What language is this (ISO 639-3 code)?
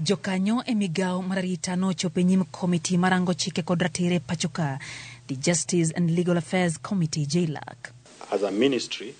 luo